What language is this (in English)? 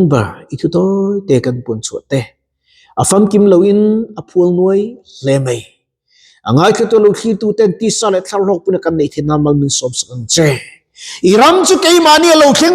Mizo